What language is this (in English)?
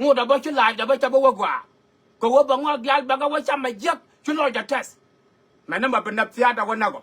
Nuer